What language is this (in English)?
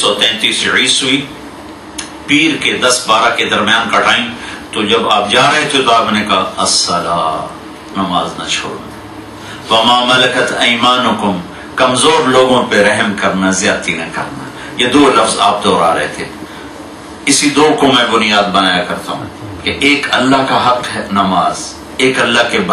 Urdu